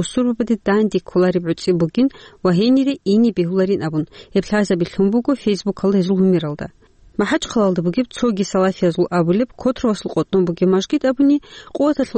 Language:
Avaric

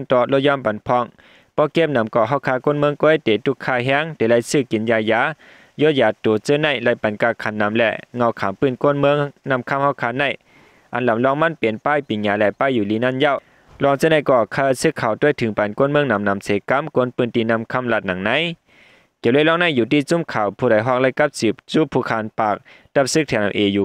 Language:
Shan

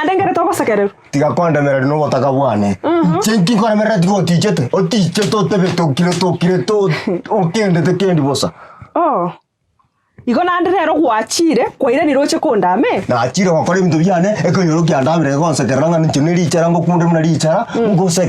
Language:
Gusii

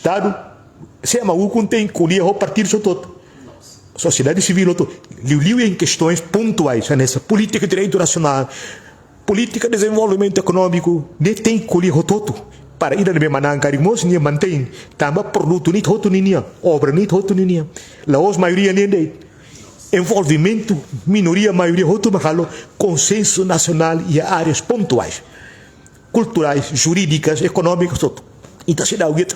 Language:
Tetum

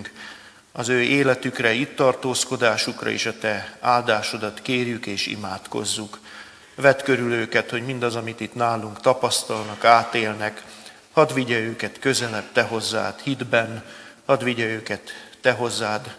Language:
Hungarian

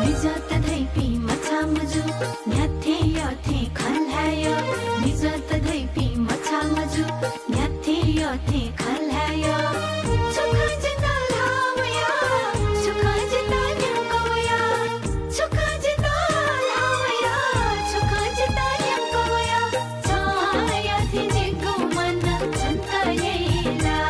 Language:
Newari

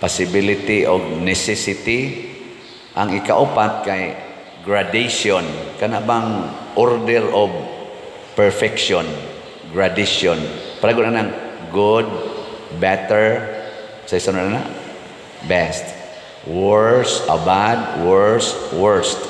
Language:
Cebuano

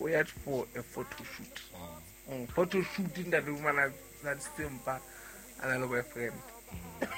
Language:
Southern Sotho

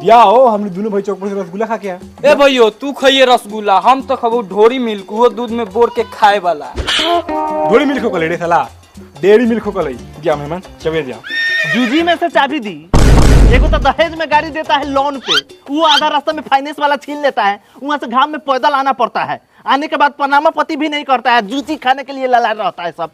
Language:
Magahi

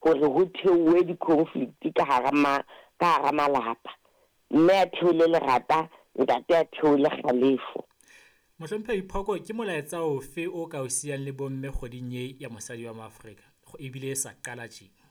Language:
Southern Sotho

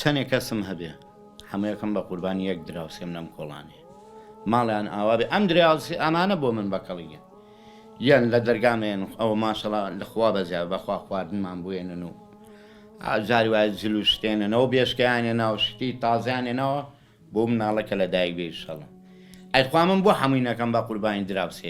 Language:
Central Kurdish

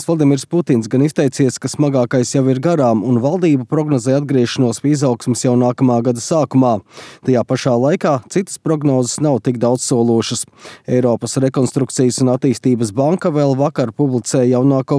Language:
Latvian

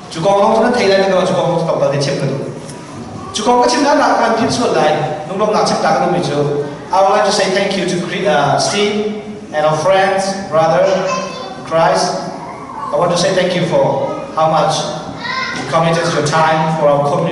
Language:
Hakha Chin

